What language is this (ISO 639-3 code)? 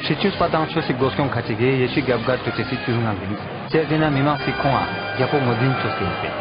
lbj